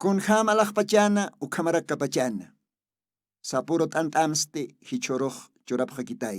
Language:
Aymara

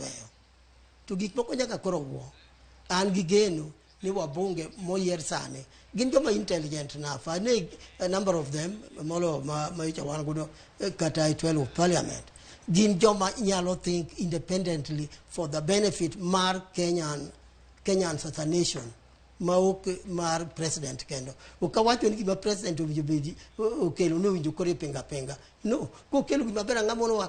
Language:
Luo (Kenya and Tanzania)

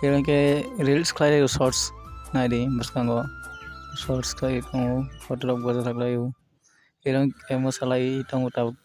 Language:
Kok Borok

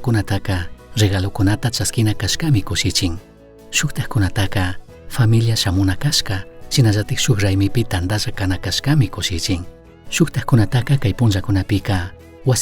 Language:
Chimborazo Highland Quichua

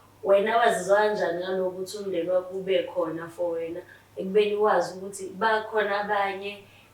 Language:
Zulu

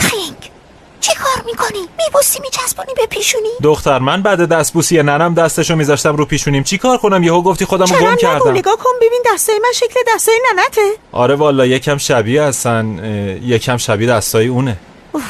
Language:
Tajik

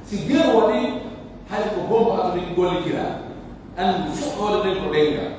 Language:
Pular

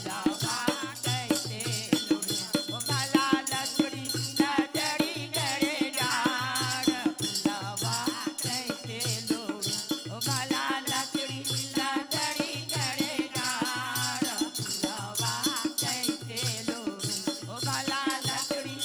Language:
Bhojpuri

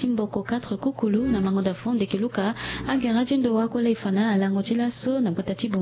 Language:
Sango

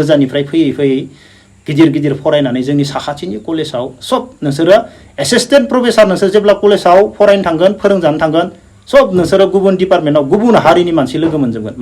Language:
Bodo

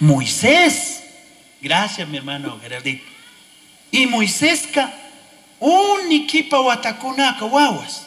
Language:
Chimborazo Highland Quichua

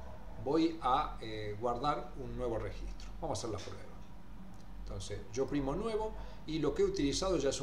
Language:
Spanish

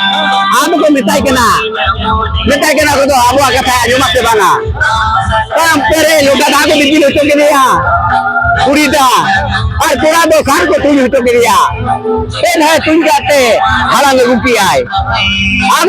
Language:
Santali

